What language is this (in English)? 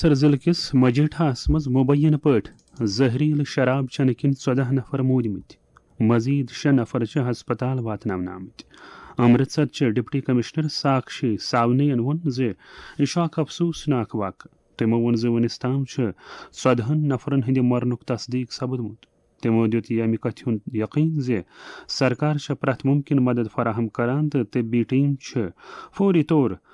Kashmiri